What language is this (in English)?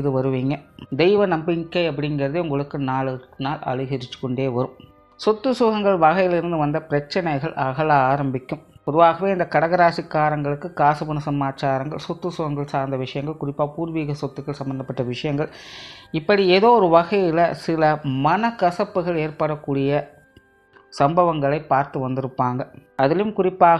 Tamil